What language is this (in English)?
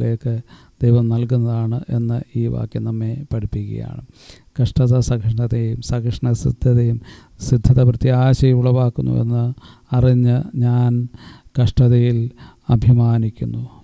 Malayalam